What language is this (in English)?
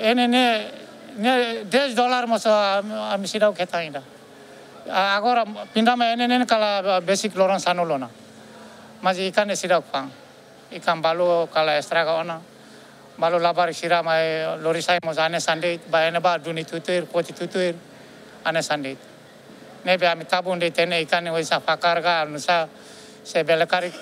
Tetum